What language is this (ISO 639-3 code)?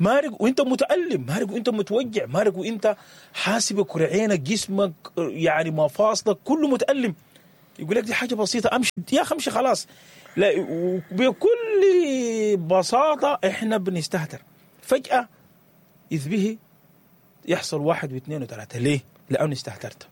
apd